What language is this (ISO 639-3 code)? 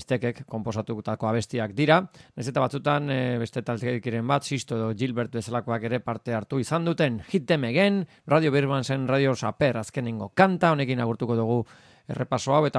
eus